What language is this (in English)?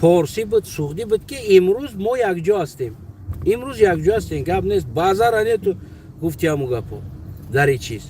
Tajik